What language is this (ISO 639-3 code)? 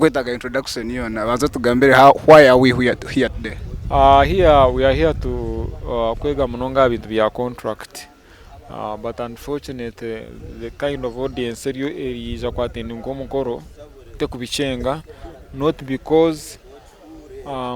nyn